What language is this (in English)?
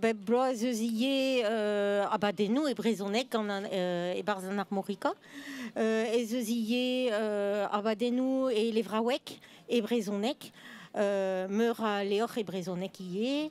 Breton